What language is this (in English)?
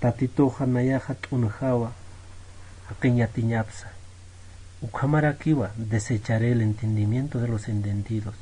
Aymara